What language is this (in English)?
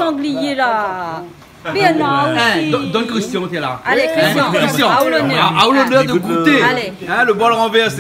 Réunion Creole French